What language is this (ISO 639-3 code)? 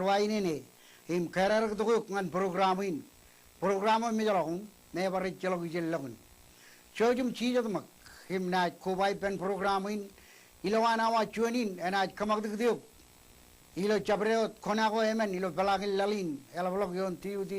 mah